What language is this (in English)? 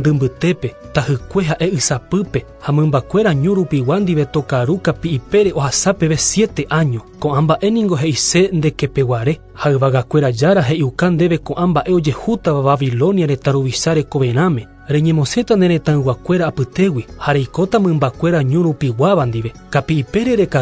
Guarani